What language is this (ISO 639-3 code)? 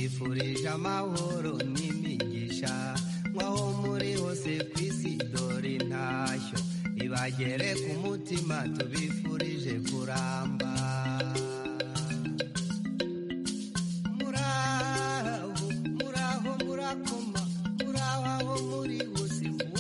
kin